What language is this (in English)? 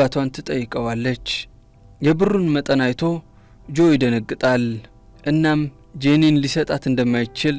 Amharic